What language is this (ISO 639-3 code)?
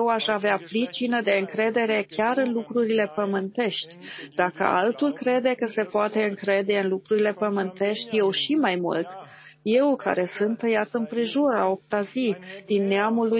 ron